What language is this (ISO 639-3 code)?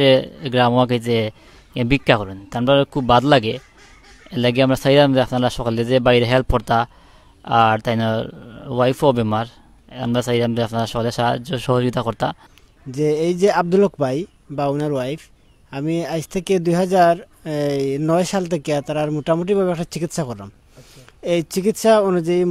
syl